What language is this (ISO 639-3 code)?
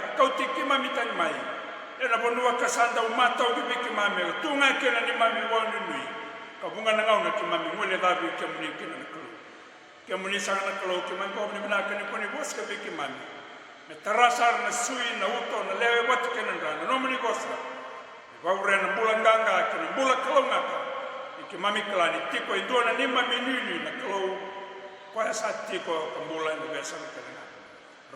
fij